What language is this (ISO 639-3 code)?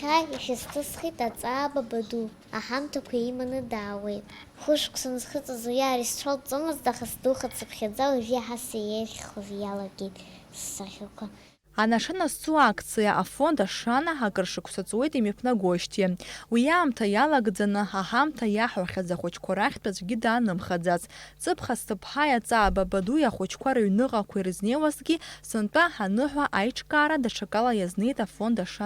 abk